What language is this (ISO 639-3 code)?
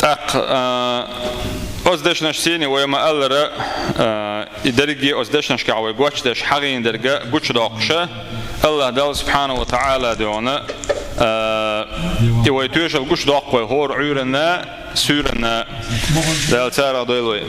che